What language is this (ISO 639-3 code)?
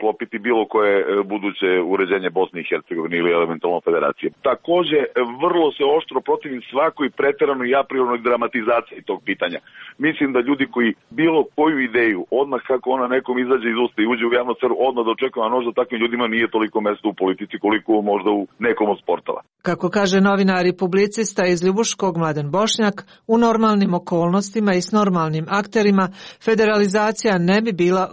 hrv